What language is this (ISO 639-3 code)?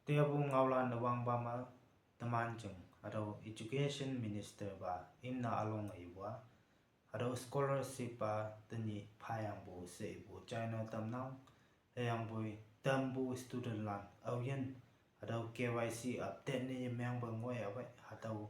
nbe